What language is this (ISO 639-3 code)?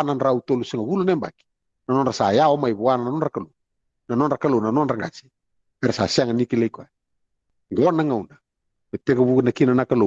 fij